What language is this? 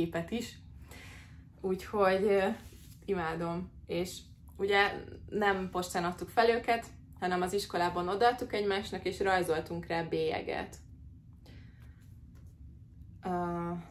Hungarian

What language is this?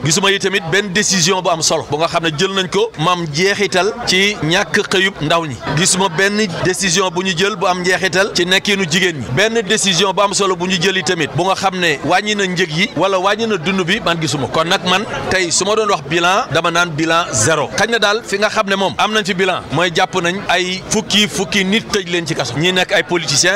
Wolof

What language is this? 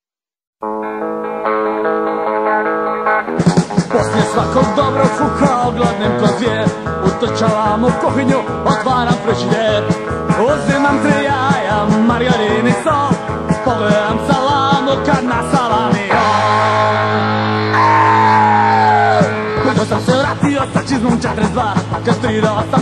Croatian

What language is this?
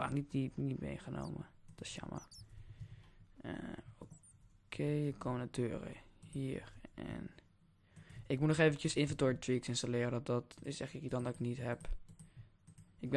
Dutch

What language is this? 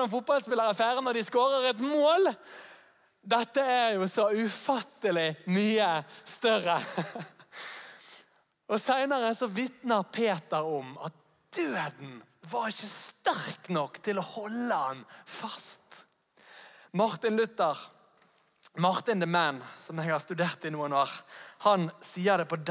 Norwegian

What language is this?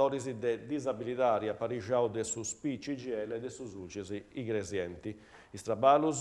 Sardinian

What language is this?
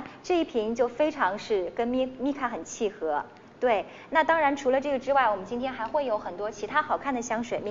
Chinese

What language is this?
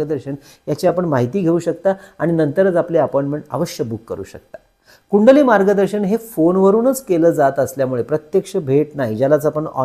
Marathi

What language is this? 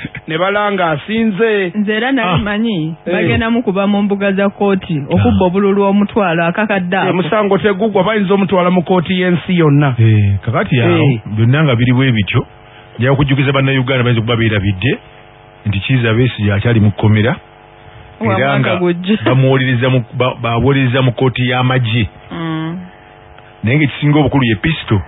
Ganda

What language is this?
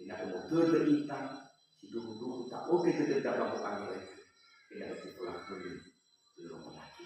Nias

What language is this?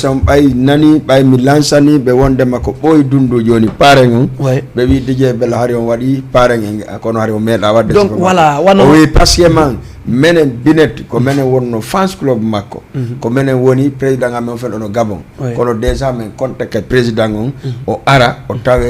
Fula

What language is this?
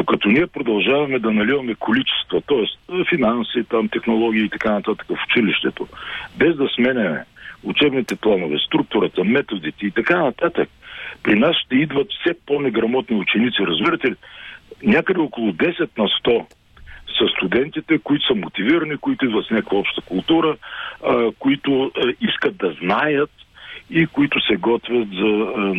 Bulgarian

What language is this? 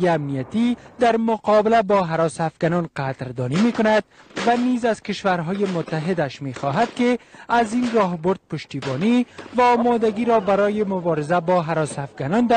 Persian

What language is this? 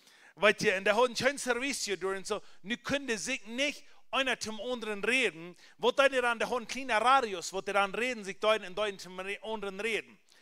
Plautdietsch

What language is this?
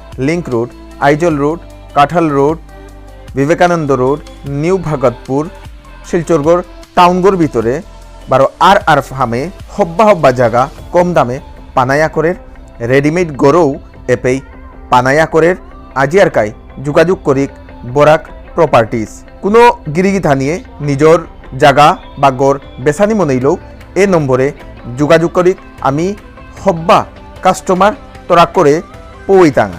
Bishnupriya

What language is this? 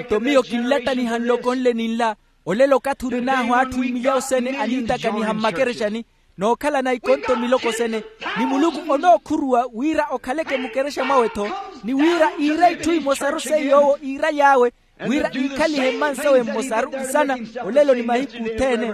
Makhuwa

